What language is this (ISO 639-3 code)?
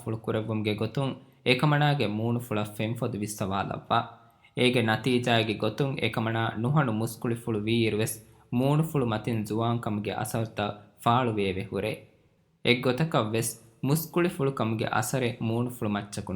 div